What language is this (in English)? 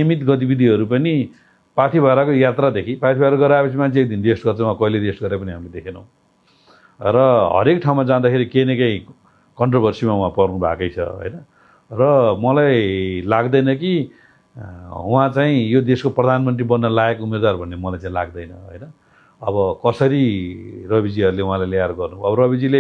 Nepali